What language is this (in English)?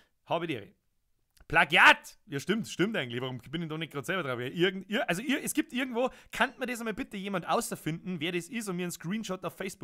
Bavarian